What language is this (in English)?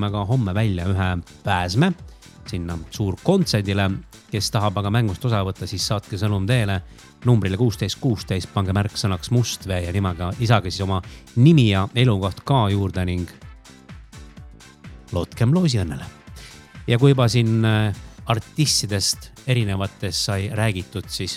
Estonian